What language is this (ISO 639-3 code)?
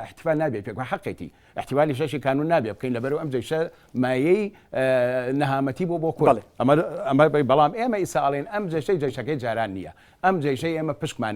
ckb